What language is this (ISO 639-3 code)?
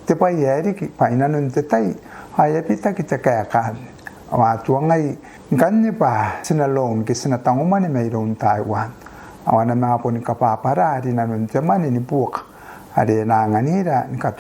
gil